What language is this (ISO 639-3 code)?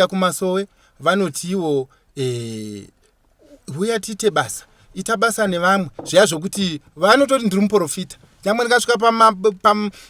sna